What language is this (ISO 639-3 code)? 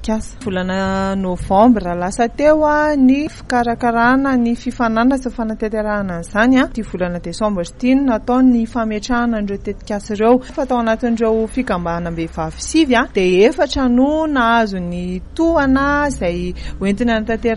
mlg